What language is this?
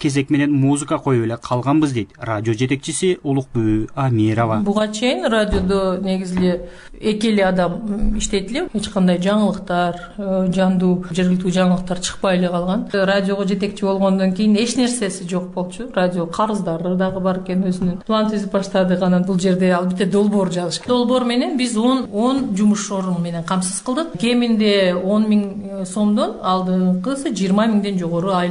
Kyrgyz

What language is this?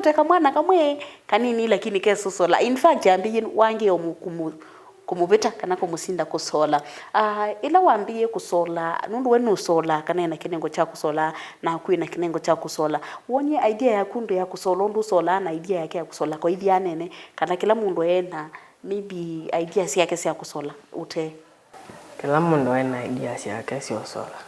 Kamba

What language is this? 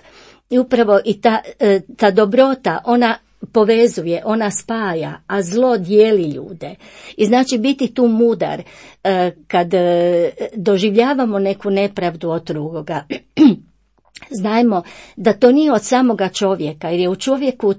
Croatian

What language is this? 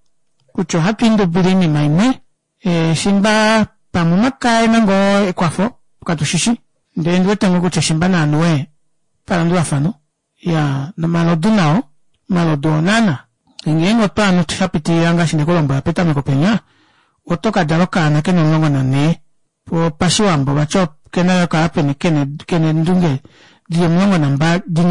Kuanyama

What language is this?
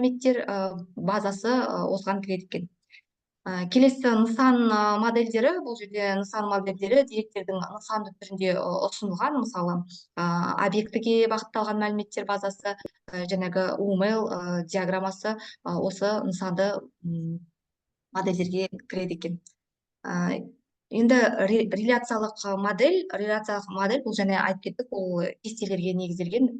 Kazakh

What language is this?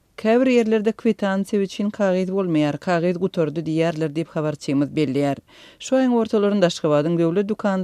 Turkmen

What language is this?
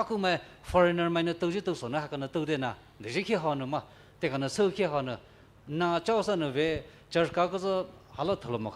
Poumei Naga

